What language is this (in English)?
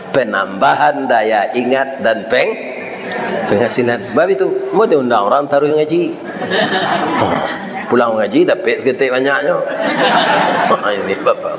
Minangkabau